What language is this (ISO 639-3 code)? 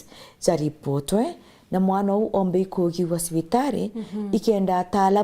mer